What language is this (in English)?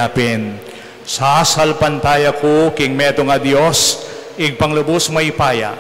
Pampanga